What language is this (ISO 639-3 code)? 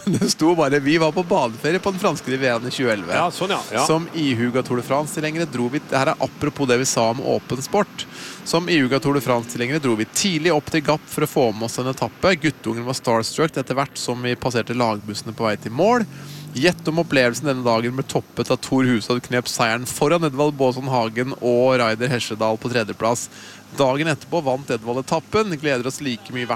nor